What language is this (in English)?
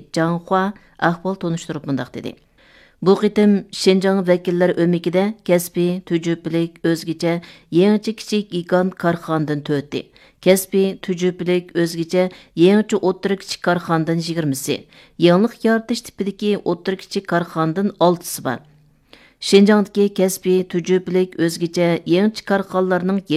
Uyghur